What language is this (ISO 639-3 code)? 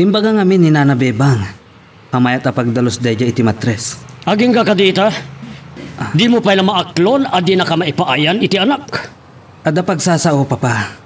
ilo